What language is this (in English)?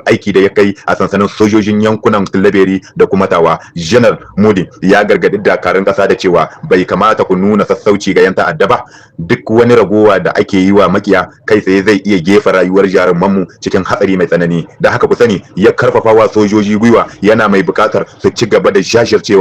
Hausa